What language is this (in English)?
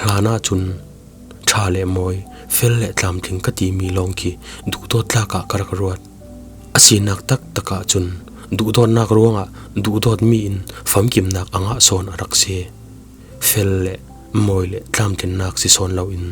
Falam Chin